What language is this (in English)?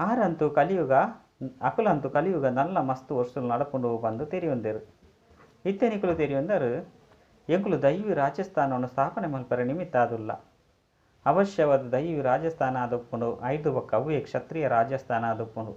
Tulu